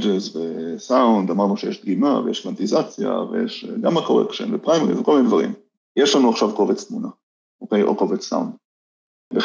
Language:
Hebrew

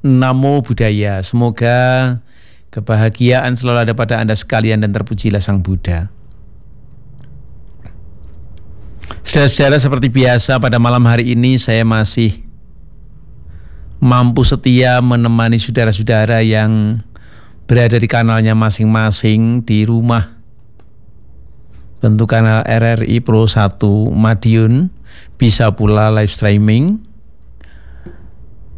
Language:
Indonesian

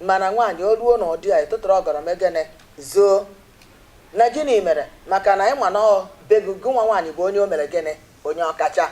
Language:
Igbo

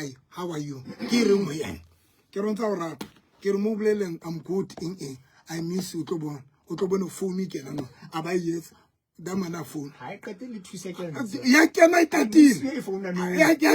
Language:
Southern Sotho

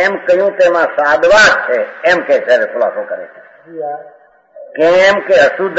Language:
Gujarati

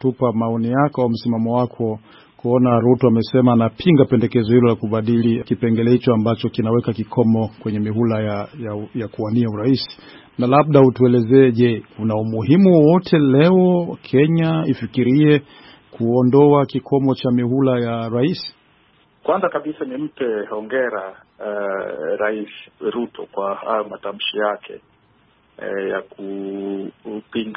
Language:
Swahili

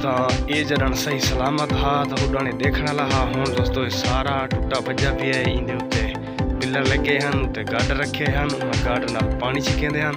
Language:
Saraiki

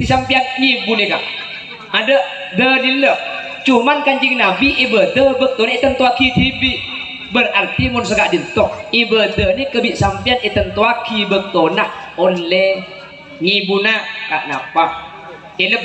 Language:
Madurese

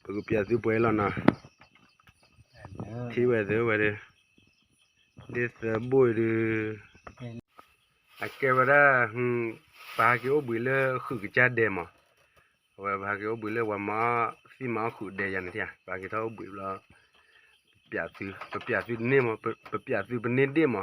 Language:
S'gaw Karen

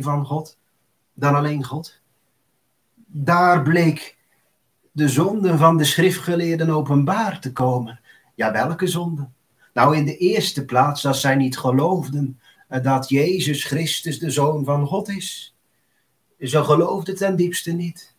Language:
Dutch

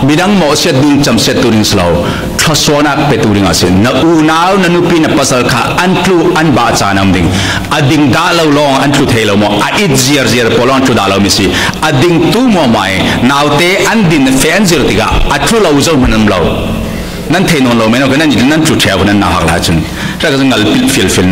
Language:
Falam Chin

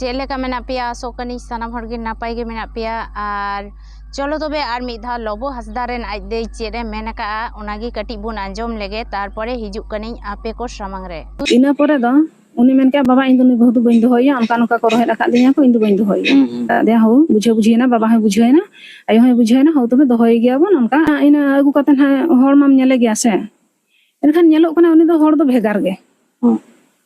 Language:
Santali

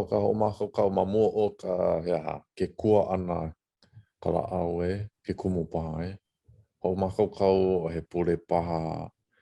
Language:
Hawaiian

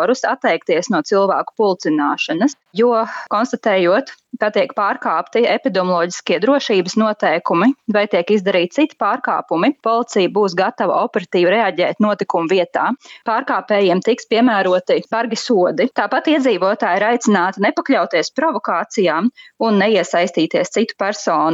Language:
Latvian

